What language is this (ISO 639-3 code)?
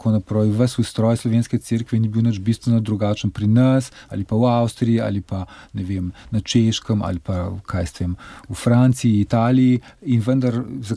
slv